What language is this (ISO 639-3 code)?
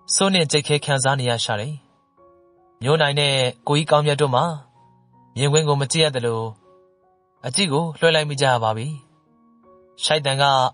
mya